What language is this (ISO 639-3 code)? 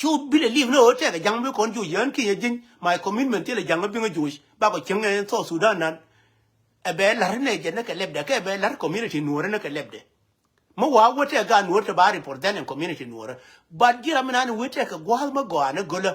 nus